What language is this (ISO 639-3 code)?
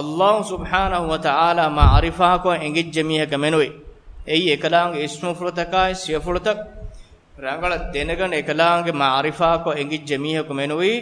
div